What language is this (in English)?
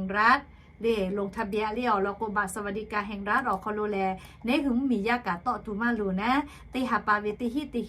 Lahu